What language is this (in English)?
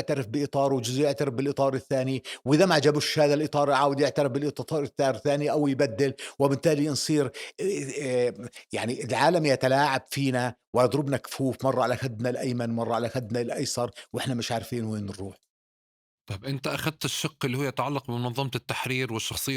North Levantine Arabic